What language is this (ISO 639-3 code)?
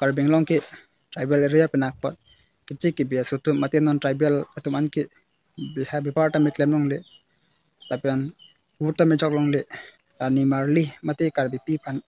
mjw